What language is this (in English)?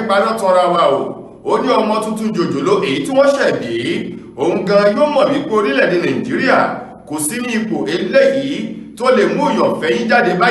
Yoruba